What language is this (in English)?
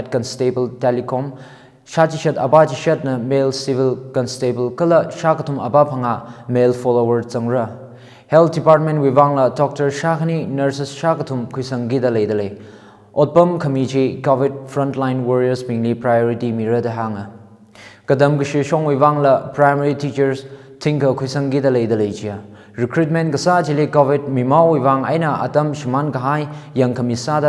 Tangkhul Naga (India)